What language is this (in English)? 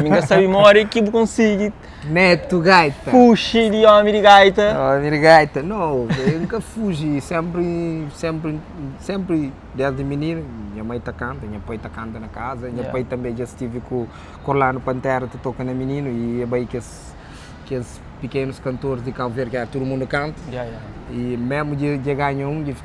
Kabuverdianu